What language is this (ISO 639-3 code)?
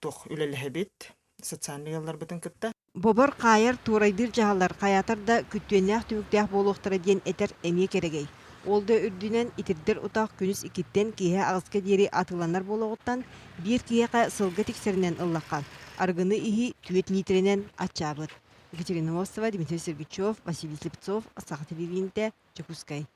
sah